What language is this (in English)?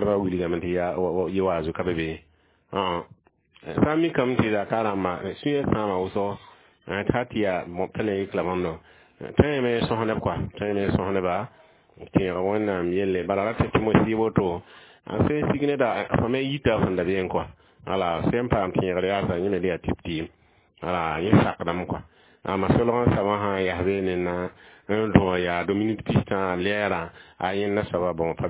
Mossi